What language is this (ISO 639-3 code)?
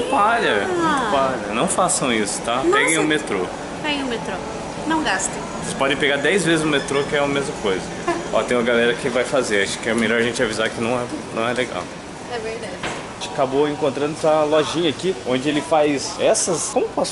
por